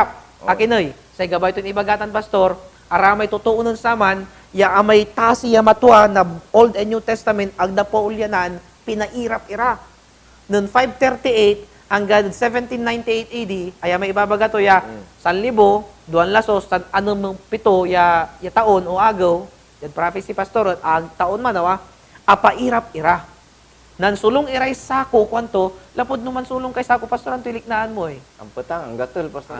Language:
Pangasinan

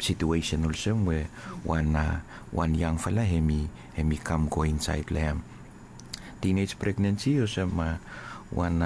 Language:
Bislama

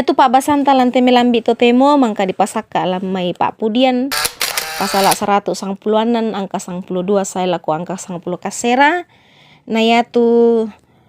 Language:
Toraja-Sa'dan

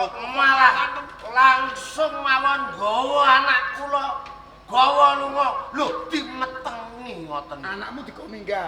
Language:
Javanese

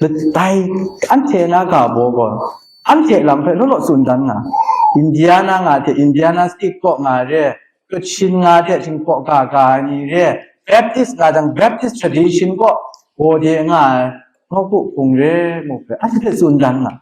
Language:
Kachin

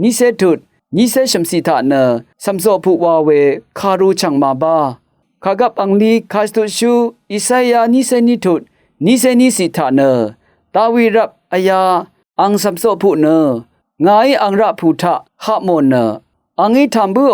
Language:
Rawang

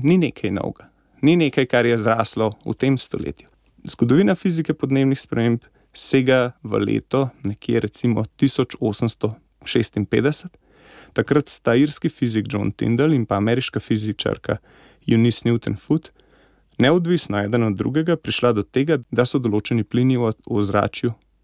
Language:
Slovenian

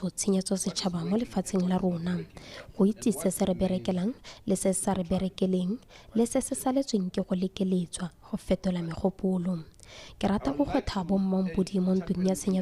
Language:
Tswana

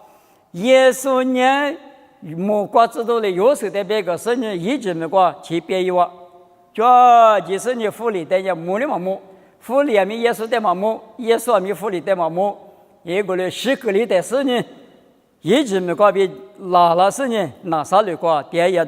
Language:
Lisu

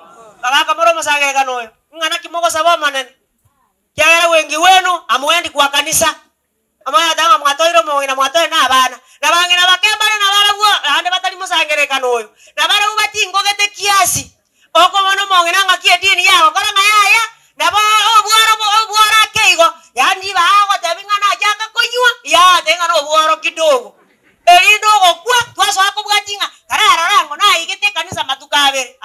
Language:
Gusii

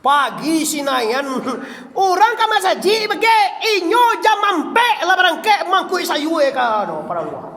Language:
Minangkabau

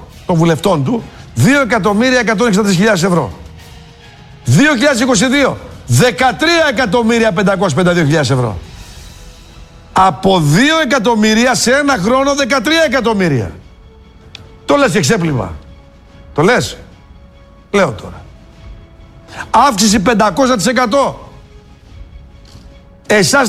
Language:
Greek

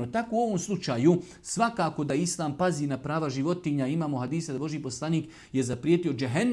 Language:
Bosnian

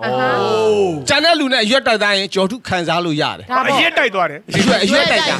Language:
Burmese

